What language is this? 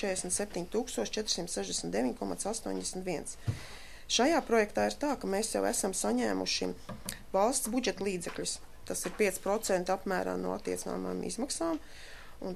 Latvian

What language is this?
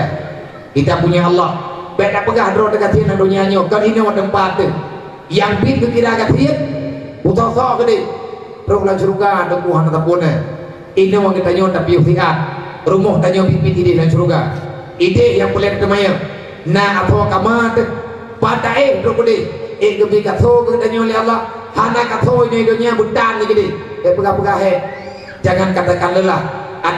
Achinese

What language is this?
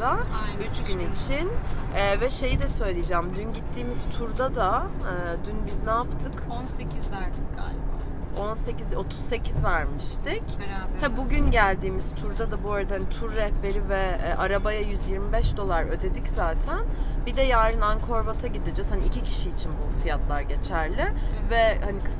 Turkish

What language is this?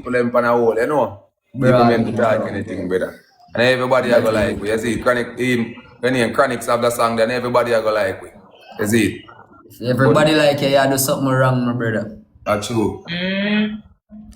Jamaican Creole English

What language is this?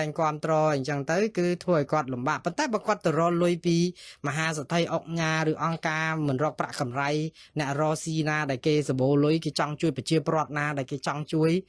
Khmer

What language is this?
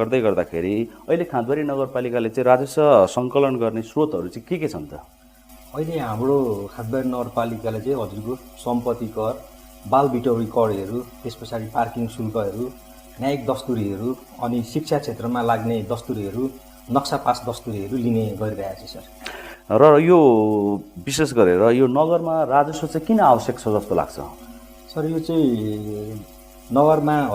Nepali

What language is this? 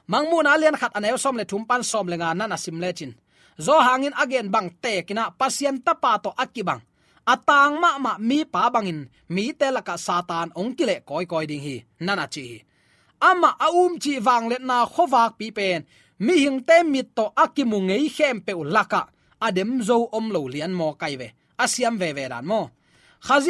Tedim Chin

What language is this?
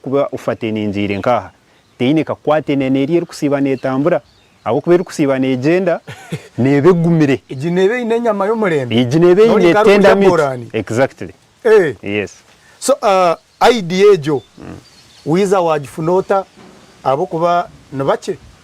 Nyankole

